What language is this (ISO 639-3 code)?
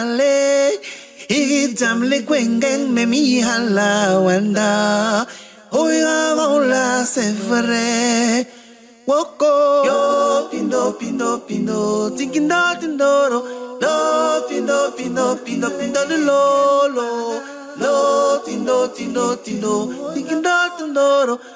bas